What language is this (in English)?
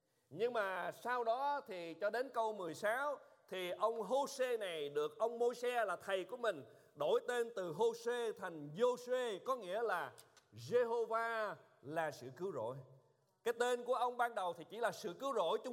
Vietnamese